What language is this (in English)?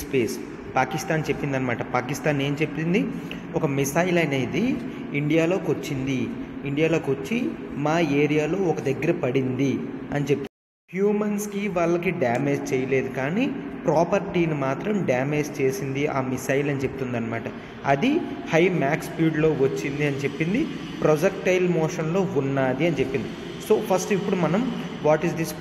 Telugu